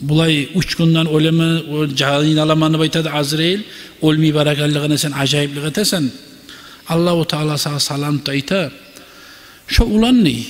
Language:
Kumyk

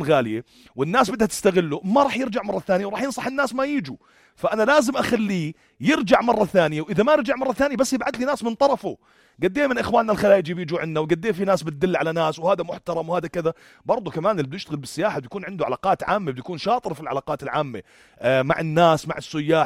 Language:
North Levantine Arabic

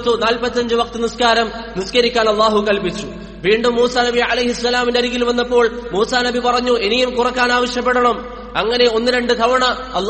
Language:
Malayalam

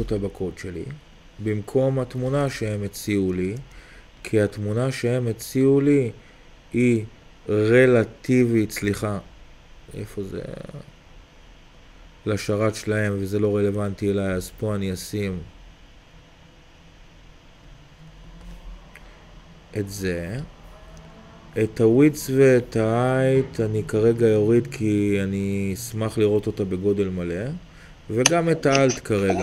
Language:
Hebrew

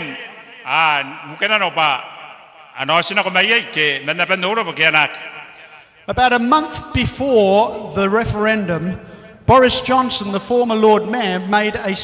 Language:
Gilbertese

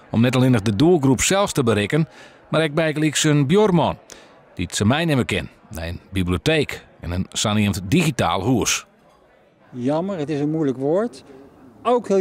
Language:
Western Frisian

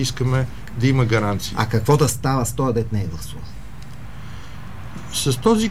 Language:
Bulgarian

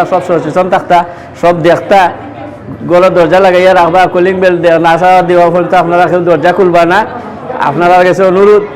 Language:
Sylheti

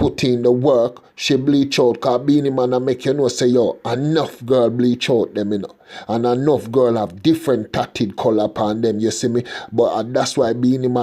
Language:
Jamaican Creole English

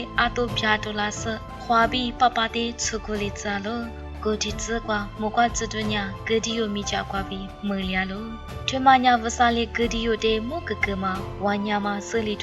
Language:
Lisu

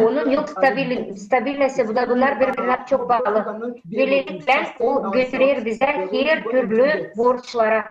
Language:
Gagauz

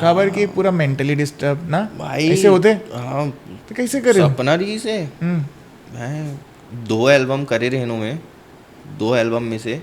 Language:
Chhattisgarhi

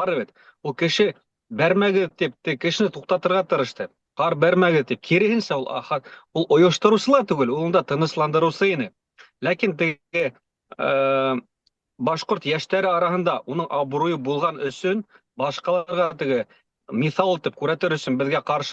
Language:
Bashkir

